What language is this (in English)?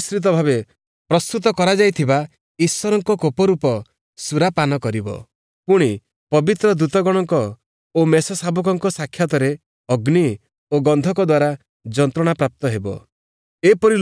Odia